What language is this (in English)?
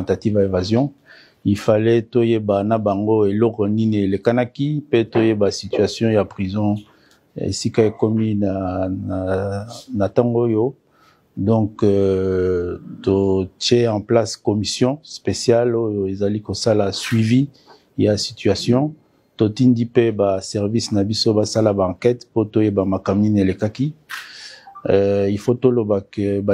Lingala